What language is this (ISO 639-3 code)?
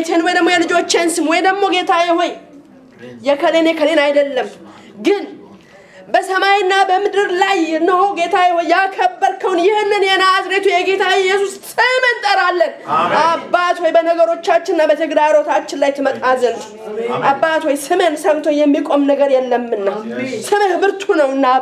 amh